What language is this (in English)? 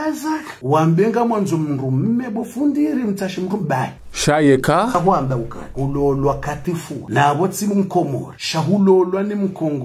Ngazidja Comorian